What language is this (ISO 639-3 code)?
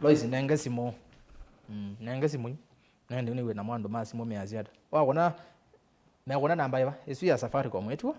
kam